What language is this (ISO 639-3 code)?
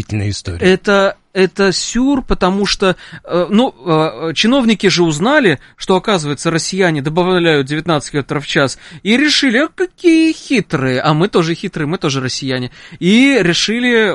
rus